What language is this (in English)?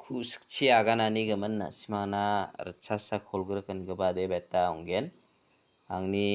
Garo